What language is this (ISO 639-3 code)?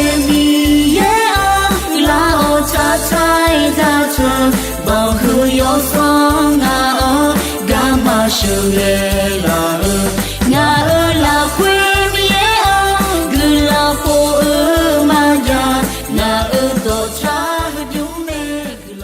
ahk